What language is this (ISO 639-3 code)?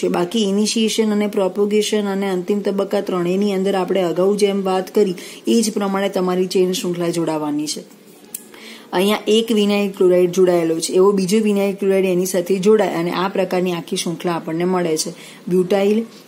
guj